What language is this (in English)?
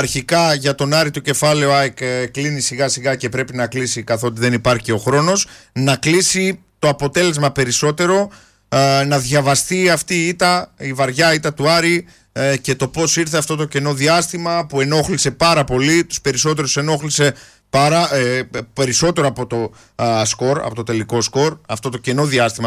Greek